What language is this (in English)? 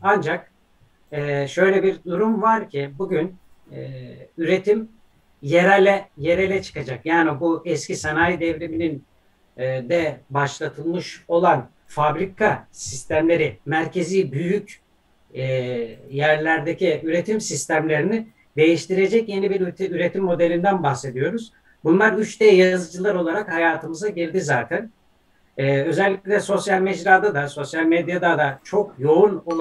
Turkish